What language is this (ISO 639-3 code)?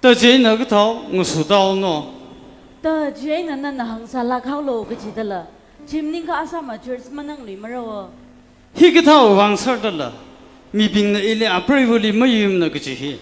nmf